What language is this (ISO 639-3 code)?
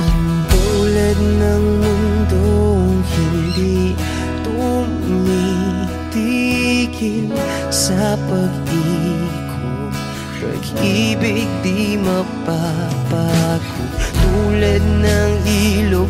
fil